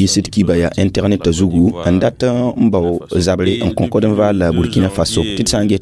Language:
Mossi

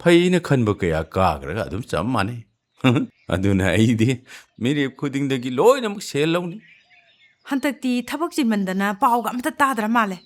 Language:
Manipuri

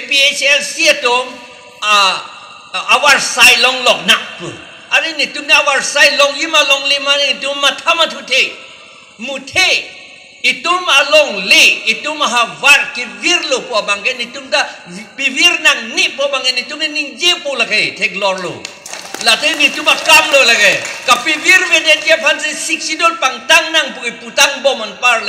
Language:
Karbi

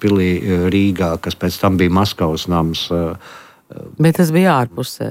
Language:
Latvian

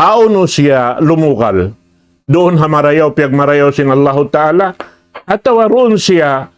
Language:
Tausug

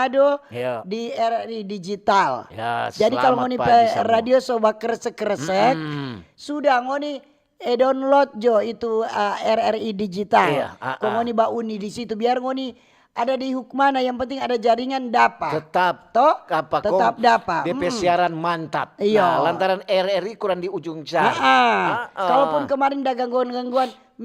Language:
Manado Malay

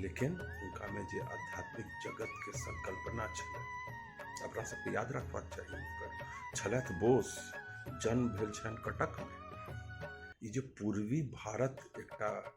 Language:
Maithili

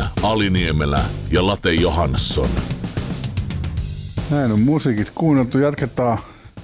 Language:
Finnish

